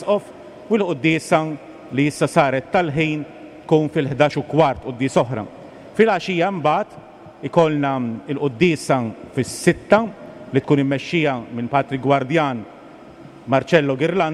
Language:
Maltese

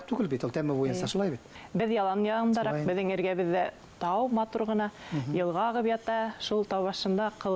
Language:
Bashkir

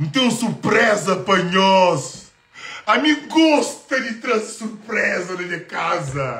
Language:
Kabuverdianu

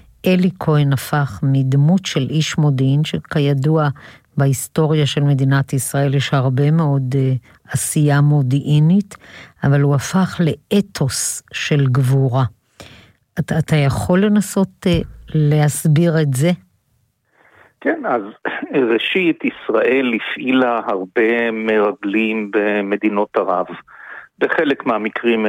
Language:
Hebrew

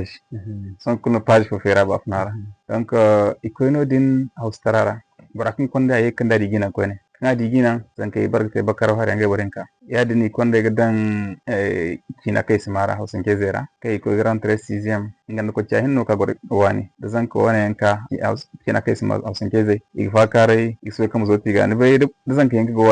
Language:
Zarma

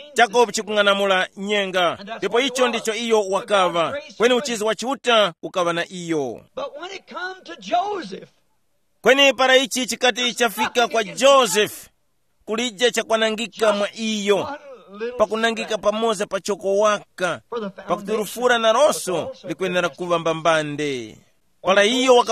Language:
Tumbuka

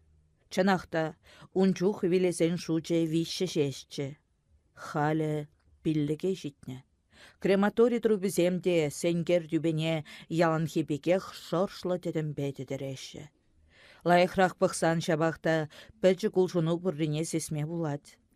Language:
Chuvash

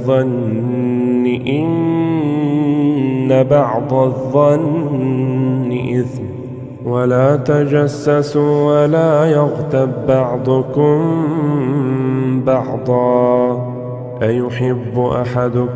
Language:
Arabic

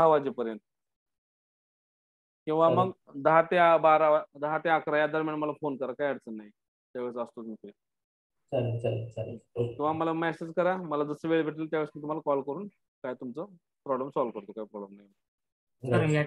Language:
Marathi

